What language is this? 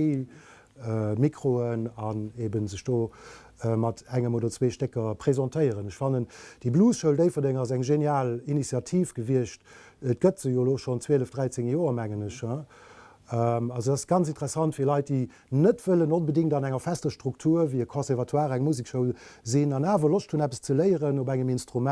Luxembourgish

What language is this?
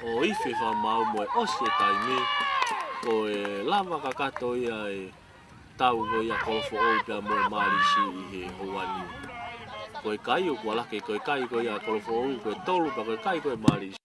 Tongan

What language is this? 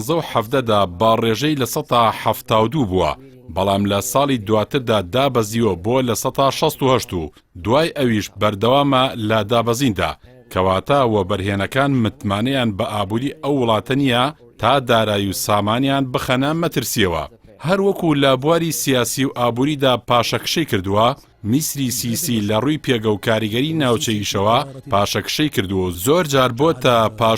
Central Kurdish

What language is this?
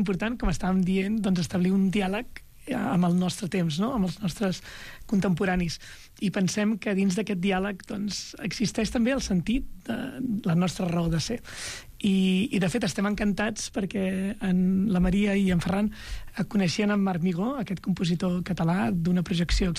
Catalan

